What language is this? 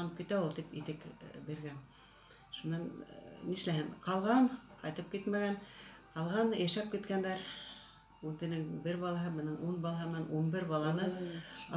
Bashkir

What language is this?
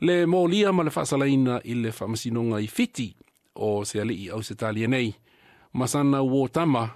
Samoan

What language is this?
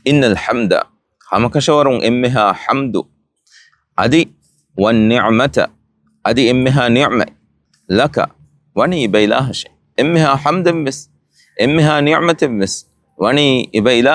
Divehi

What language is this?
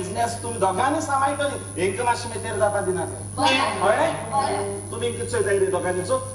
Konkani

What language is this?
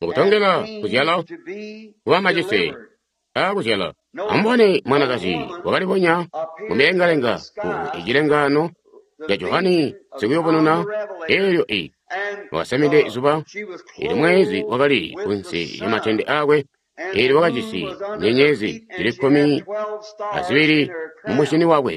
Tonga (Zambia)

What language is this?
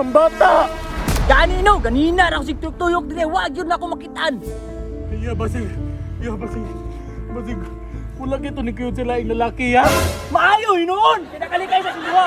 Cebuano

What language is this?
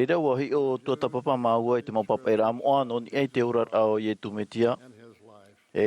Tahitian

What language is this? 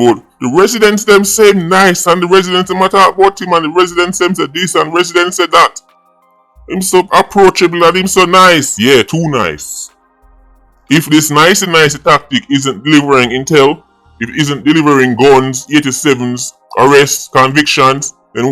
Jamaican Creole English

